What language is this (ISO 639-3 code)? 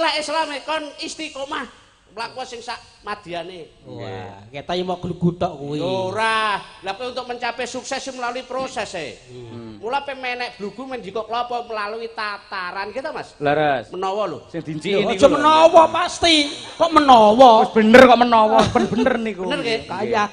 jav